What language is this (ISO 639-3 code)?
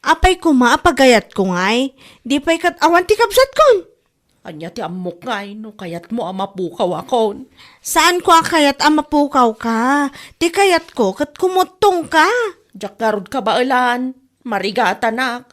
ilo